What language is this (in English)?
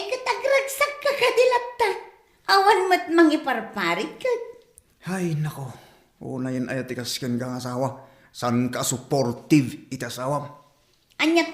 Iloko